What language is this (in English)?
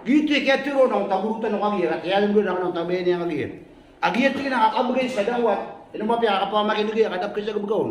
Maranao